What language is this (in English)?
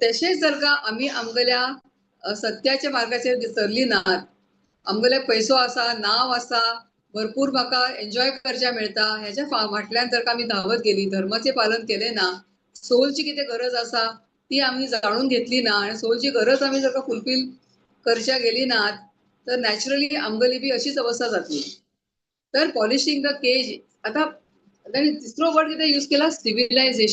Konkani